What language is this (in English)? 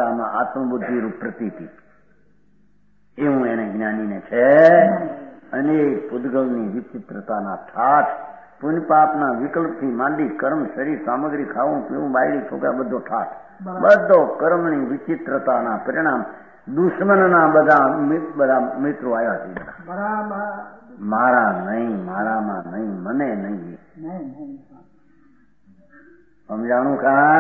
Gujarati